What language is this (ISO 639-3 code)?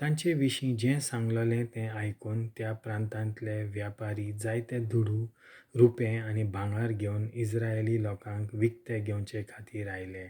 kok